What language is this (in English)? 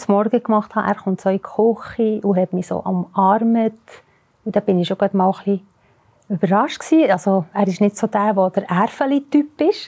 Swiss German